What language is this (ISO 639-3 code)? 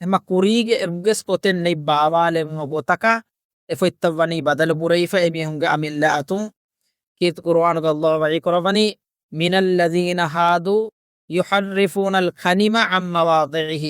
div